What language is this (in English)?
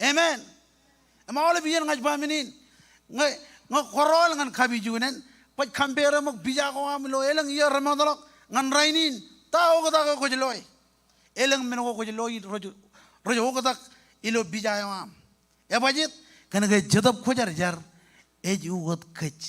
Marshallese